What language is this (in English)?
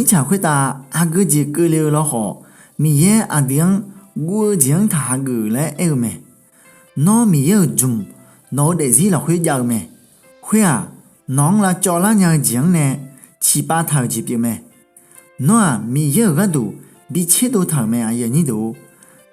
Akha